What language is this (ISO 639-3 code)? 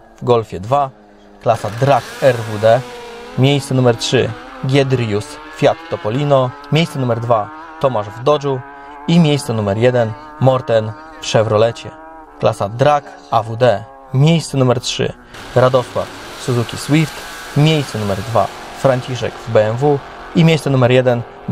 pol